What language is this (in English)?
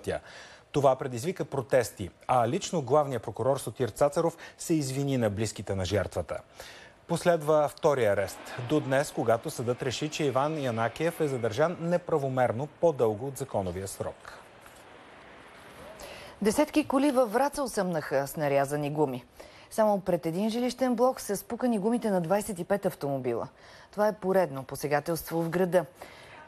Bulgarian